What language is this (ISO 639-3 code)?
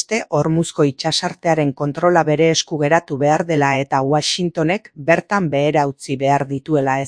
eus